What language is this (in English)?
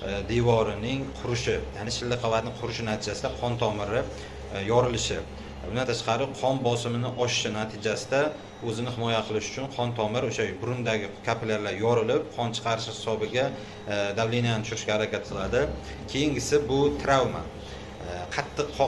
Uzbek